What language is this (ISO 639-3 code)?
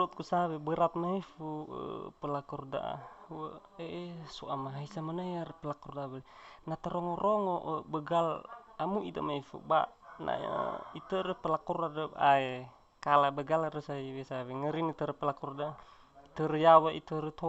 nia